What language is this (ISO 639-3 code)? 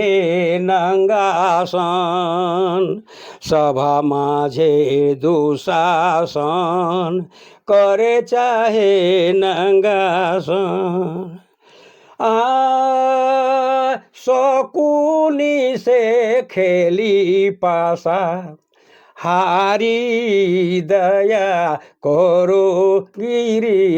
sck